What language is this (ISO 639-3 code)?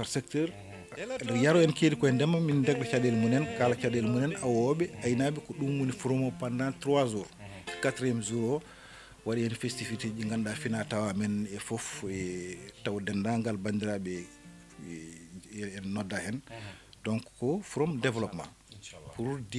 ful